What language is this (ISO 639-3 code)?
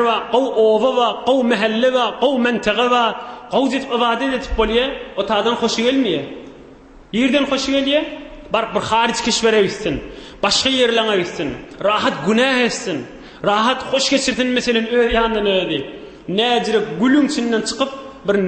tuk